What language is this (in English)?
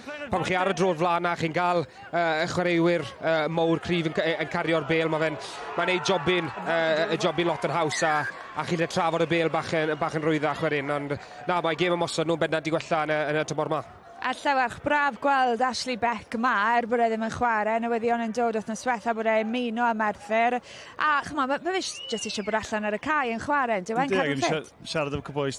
Welsh